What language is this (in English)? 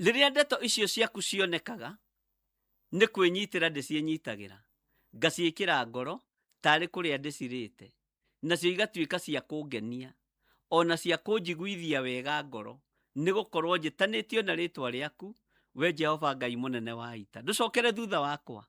Kikuyu